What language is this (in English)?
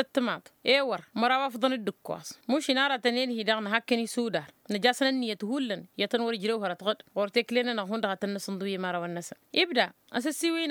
Tamasheq